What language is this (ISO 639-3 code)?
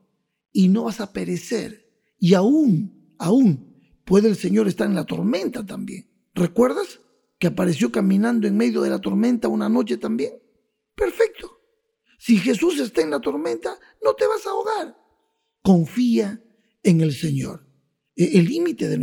spa